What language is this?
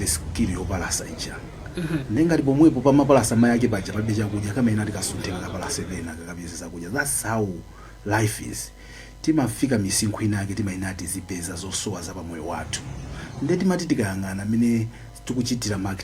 Nyanja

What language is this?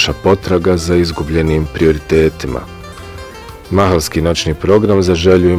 Bosnian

